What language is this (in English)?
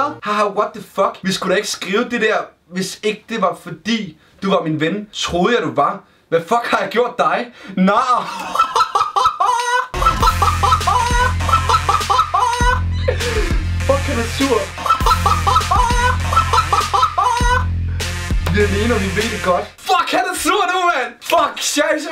Danish